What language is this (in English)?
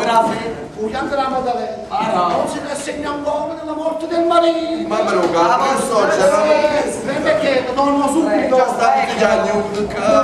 Neapolitan